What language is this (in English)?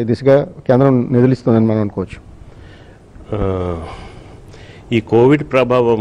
Telugu